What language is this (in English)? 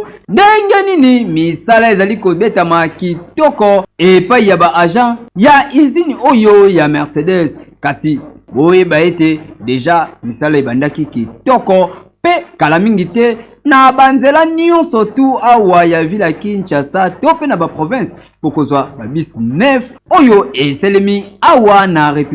Lingala